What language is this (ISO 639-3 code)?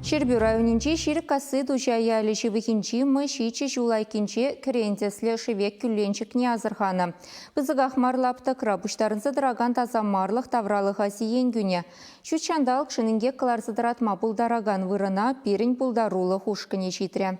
chv